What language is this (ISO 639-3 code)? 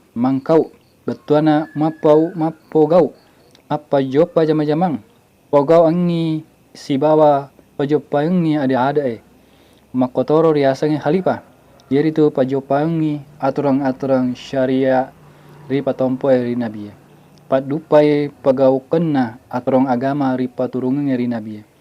bug